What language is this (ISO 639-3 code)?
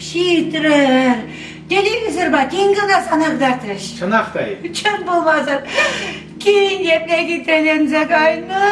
chv